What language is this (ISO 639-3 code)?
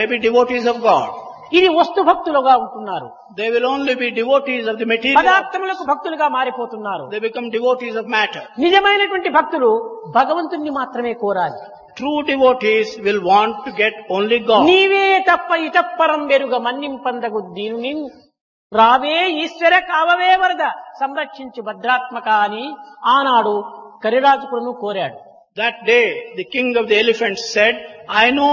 tel